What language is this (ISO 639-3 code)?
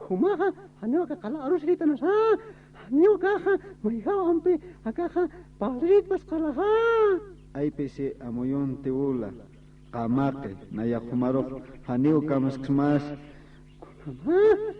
aym